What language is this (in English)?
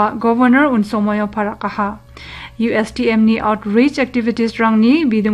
Garo